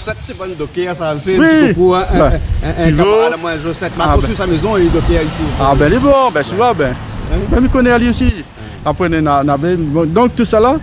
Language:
Réunion Creole French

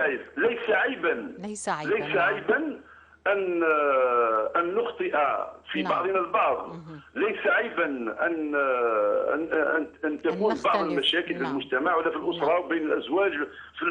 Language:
Kabyle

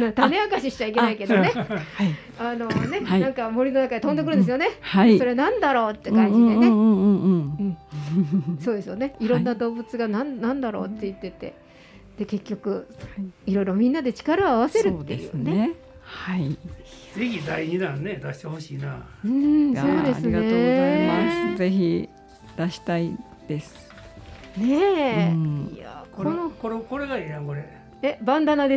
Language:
Japanese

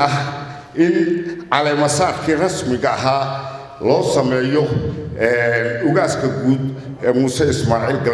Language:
Somali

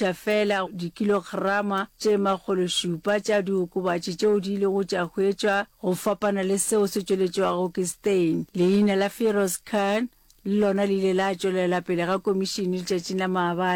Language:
Northern Sotho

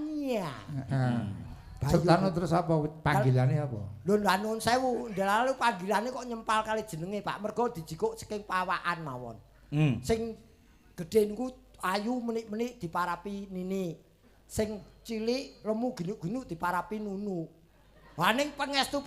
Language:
Javanese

